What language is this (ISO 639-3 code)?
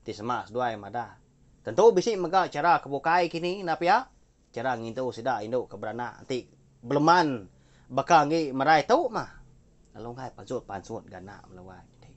iba